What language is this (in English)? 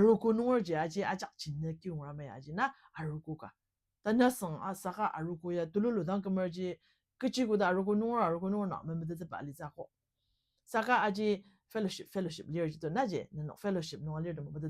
Ao Naga